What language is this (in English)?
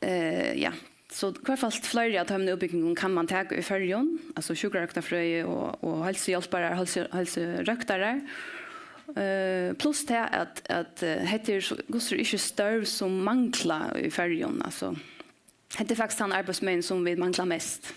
Faroese